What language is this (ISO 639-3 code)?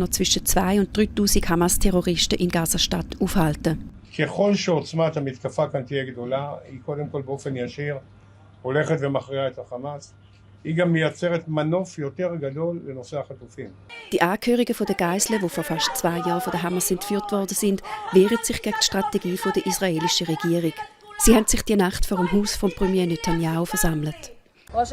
gsw